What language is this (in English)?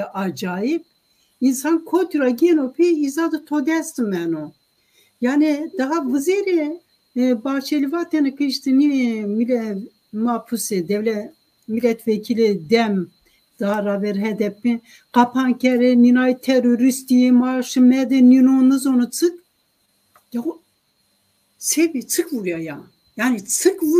Zaza